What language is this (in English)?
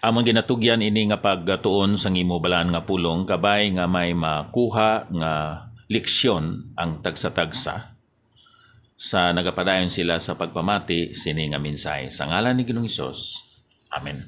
Hiligaynon